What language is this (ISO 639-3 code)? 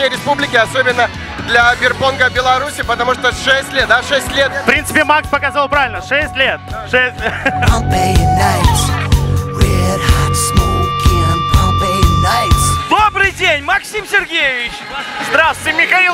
rus